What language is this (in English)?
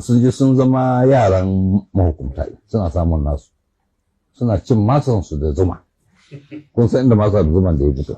Hausa